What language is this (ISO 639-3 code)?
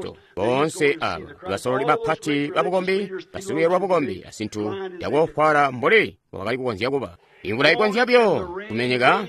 toi